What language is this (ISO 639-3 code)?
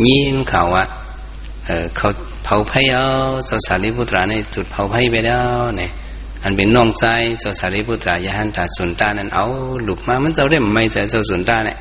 shn